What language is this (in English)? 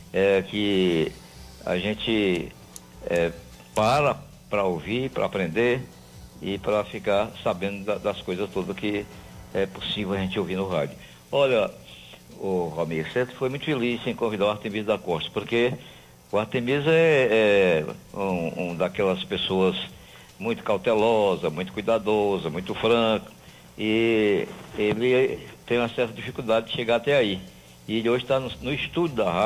Portuguese